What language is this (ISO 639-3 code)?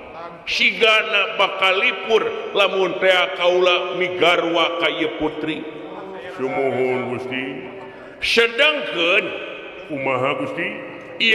sun